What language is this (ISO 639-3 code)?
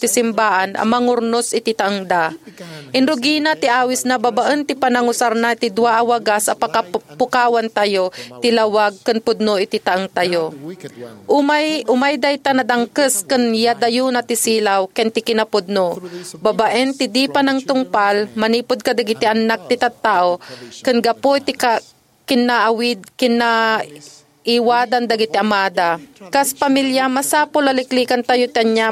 ilo